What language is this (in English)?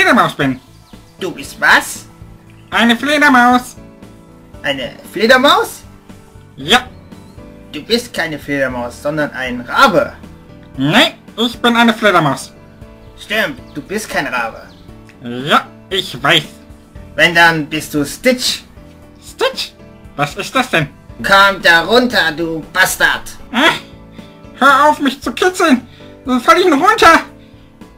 German